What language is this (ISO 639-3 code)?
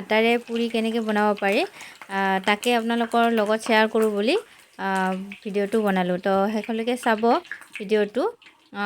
asm